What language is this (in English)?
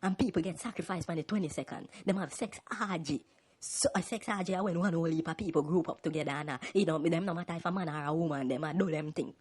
Jamaican Creole English